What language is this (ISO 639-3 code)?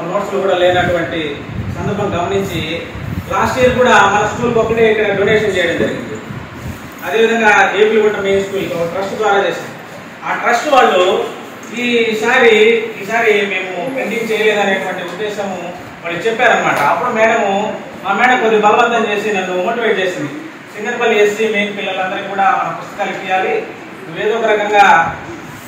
tel